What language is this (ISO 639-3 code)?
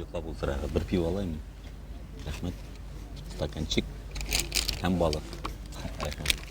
bak